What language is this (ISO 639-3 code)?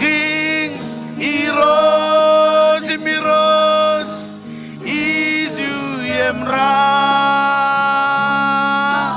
mah